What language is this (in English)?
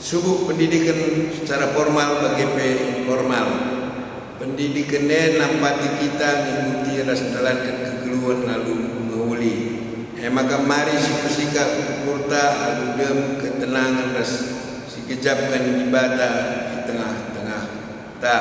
Batak Karo